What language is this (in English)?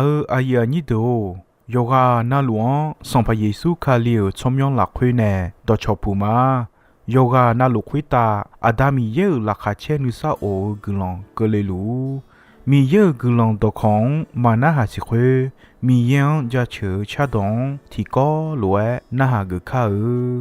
Akha